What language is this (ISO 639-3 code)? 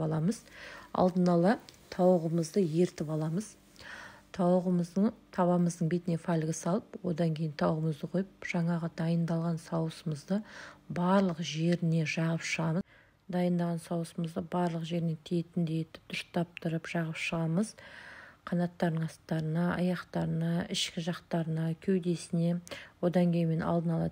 kaz